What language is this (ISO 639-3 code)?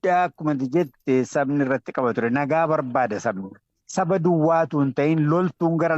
orm